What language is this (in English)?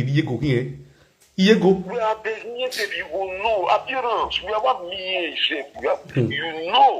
Nigerian Pidgin